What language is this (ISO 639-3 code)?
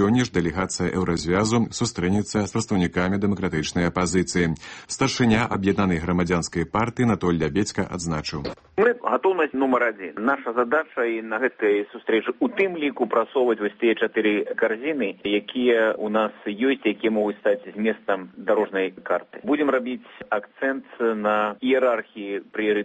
bel